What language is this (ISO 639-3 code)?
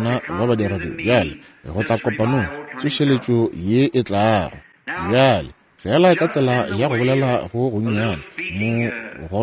nso